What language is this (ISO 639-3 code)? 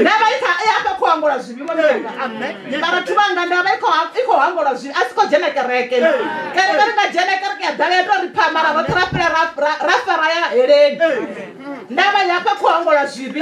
ven